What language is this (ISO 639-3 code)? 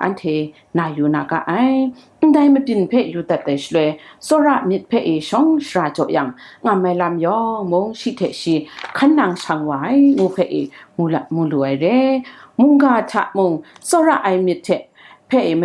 kac